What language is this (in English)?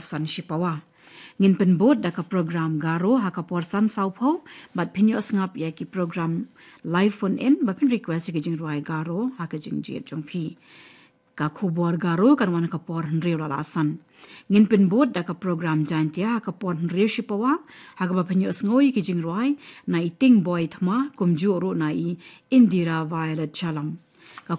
Khasi